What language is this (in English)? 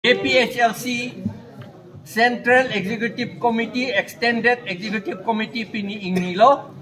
Karbi